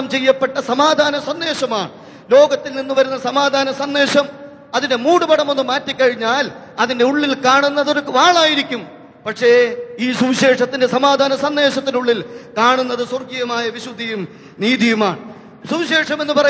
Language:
Malayalam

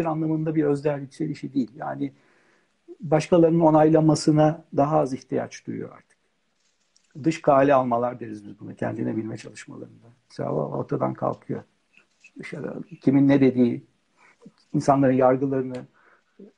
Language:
Turkish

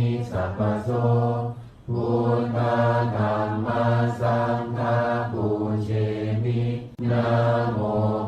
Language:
Pali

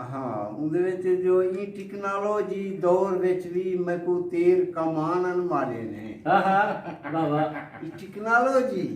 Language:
Saraiki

